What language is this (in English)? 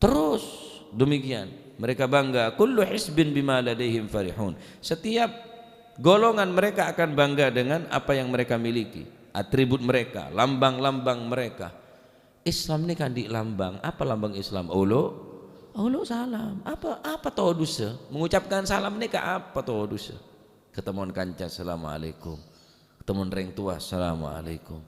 Madurese